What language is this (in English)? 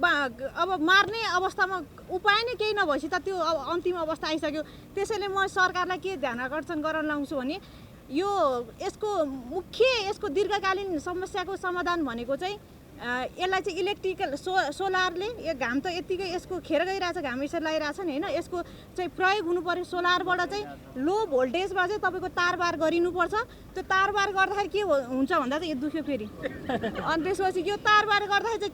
Nepali